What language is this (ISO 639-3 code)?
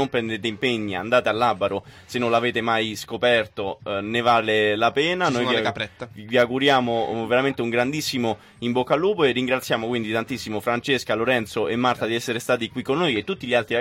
ita